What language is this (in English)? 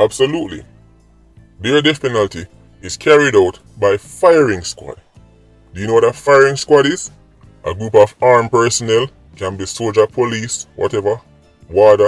Jamaican Creole English